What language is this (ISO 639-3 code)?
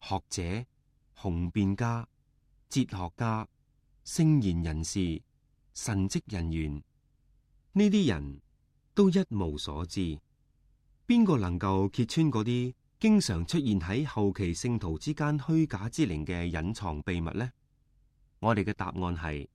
yue